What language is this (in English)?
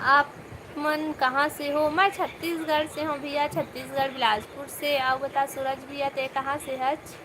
Chhattisgarhi